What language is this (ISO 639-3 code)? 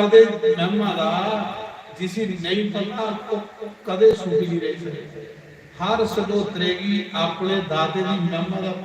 doi